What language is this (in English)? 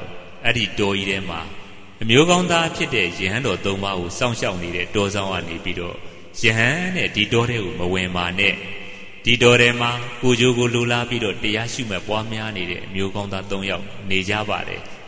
Burmese